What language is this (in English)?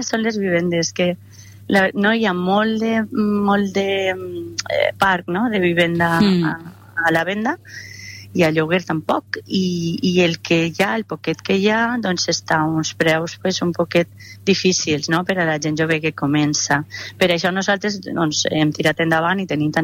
Catalan